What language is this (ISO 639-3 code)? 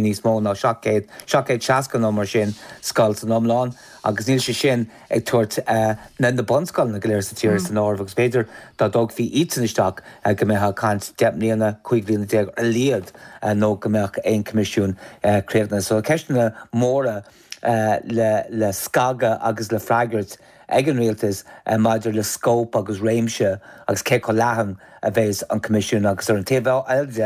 gle